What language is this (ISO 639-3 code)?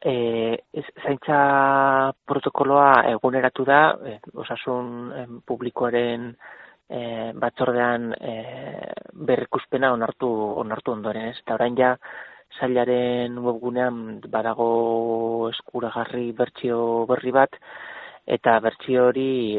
eus